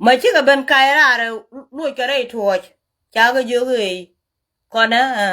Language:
Nuer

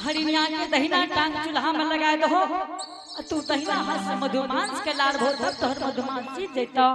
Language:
Angika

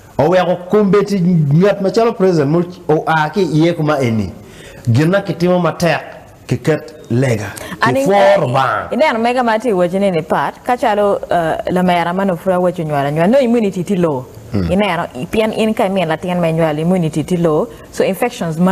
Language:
Acoli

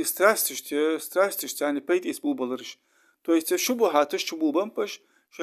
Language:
Ingush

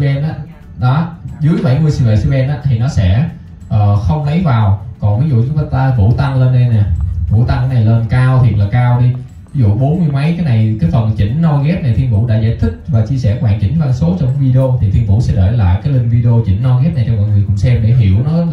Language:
Vietnamese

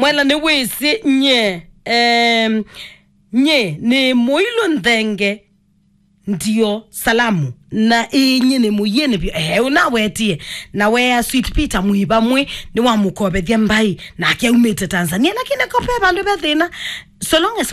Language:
Kamba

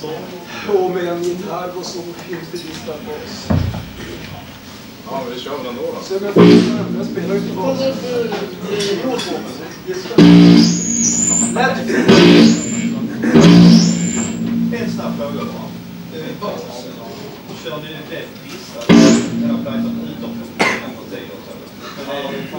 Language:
Swedish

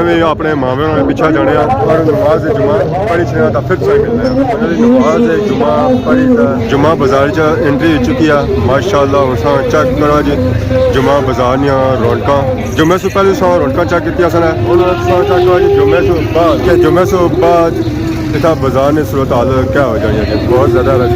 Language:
Pahari-Potwari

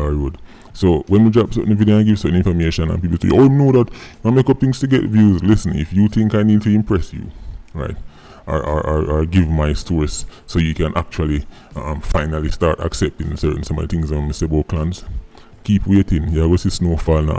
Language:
Jamaican Creole English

